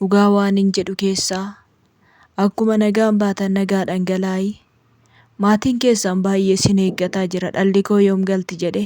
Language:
Oromo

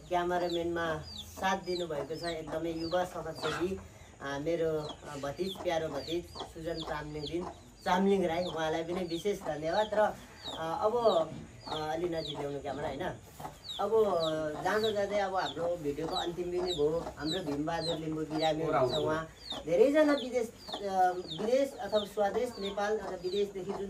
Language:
Nepali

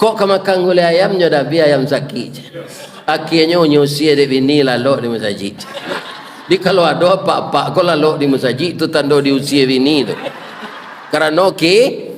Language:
Minangkabau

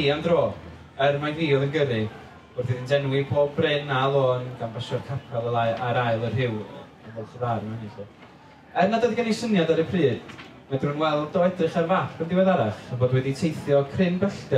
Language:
Welsh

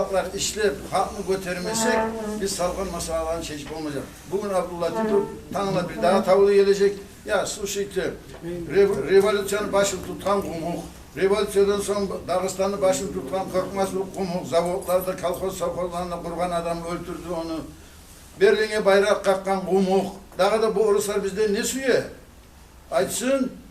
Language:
Kumyk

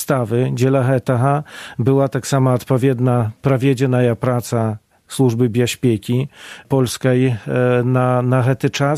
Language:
Belarusian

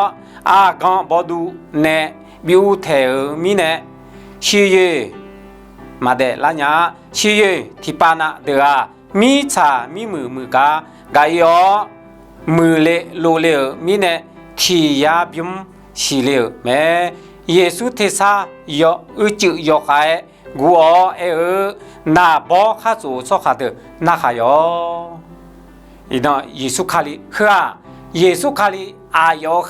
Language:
Akha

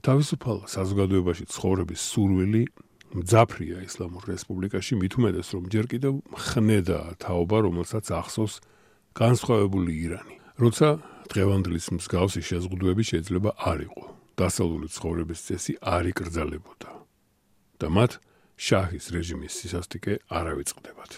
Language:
Georgian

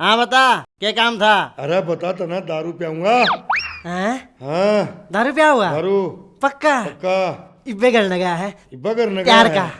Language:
Haryanvi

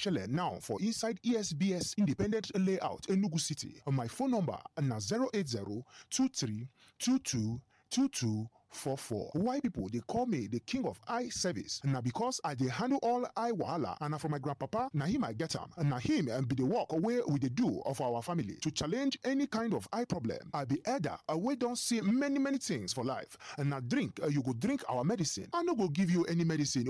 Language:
Nigerian Pidgin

